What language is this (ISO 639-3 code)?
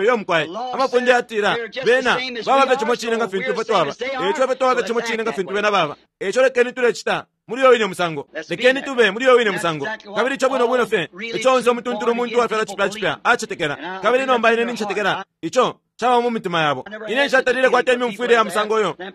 bem